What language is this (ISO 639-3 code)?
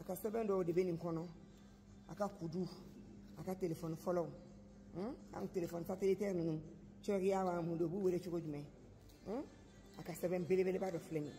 bam